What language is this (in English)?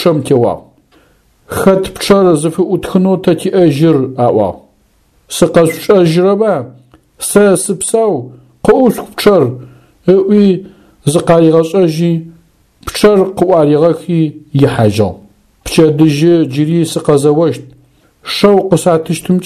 Adyghe